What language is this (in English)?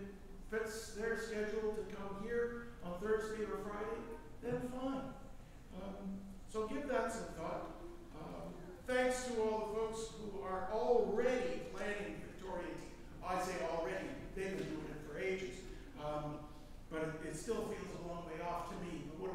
English